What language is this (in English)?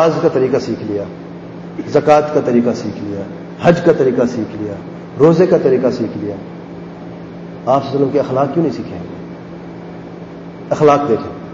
Urdu